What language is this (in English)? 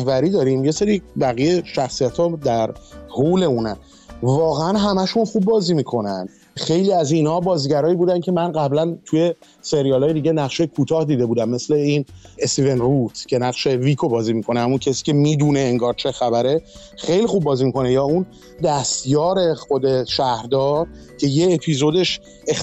Persian